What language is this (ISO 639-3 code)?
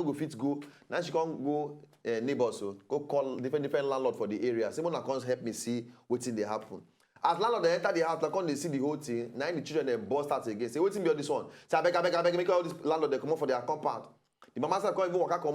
pcm